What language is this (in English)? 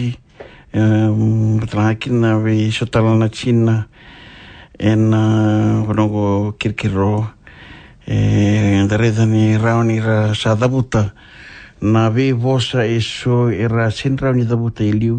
Fijian